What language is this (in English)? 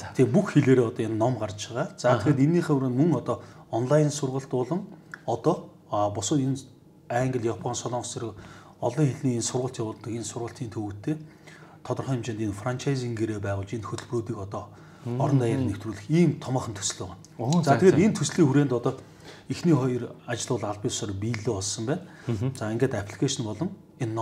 Mongolian